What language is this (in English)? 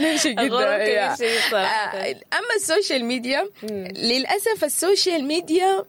Sudanese Arabic